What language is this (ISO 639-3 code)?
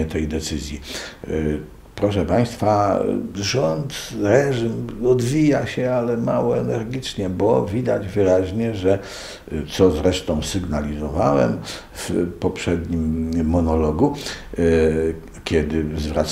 pol